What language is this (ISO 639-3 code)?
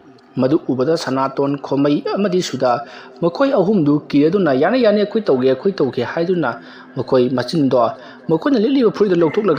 mni